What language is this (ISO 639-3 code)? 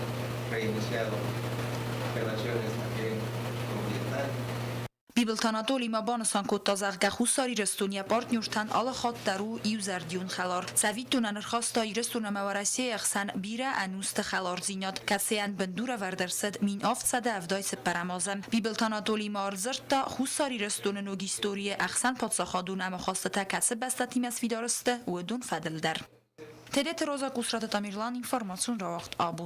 oss